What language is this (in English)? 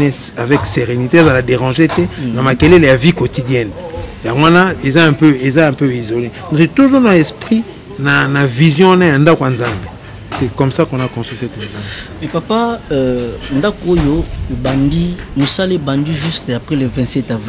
Lingala